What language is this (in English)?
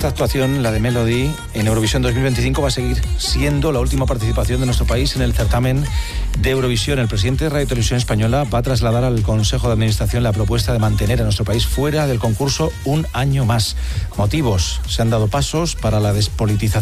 Spanish